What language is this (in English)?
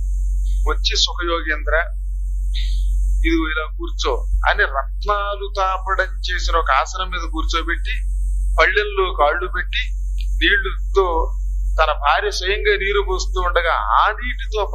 Telugu